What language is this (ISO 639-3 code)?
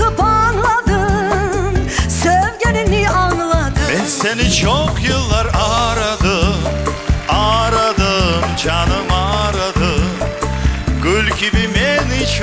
crh